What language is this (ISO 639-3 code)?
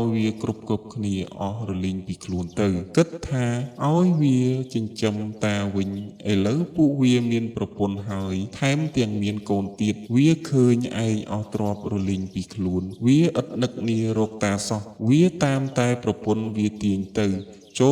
khm